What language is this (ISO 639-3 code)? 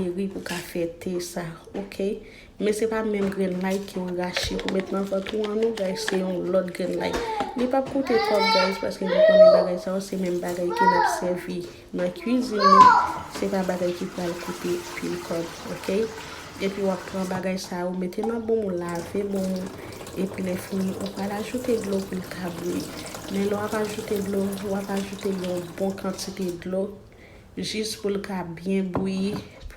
hat